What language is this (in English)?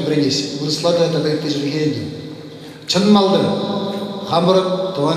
Chuvash